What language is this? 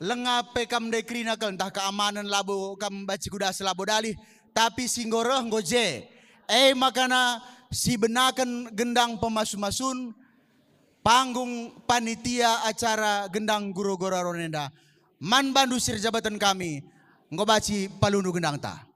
Batak Karo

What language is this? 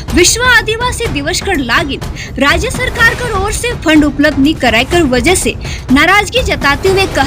Sadri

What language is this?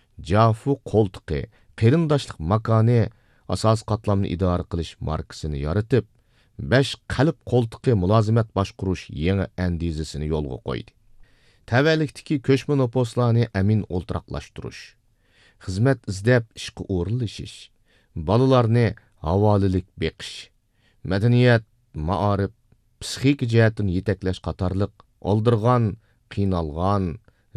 Uyghur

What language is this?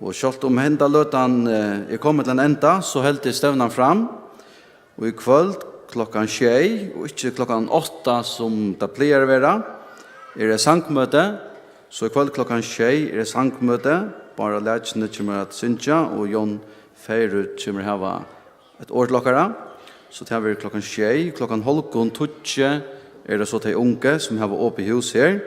Faroese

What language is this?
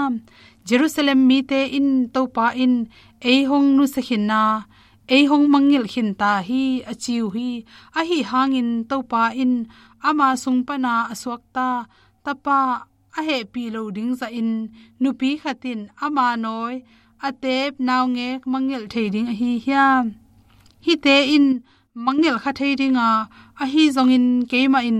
Tedim Chin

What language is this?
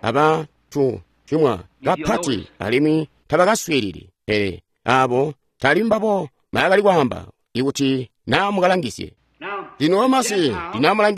Tonga (Zambia)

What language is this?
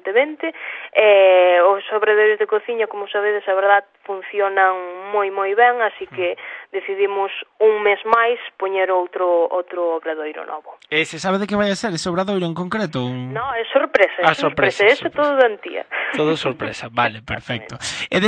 Galician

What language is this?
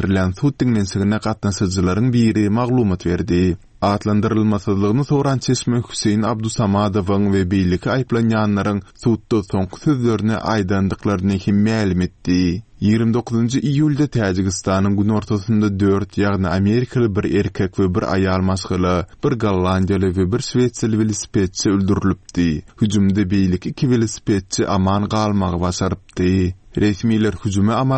Turkmen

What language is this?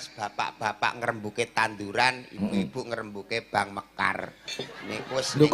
Javanese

